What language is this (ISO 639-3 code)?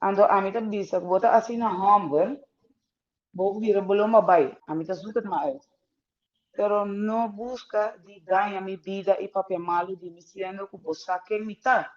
pap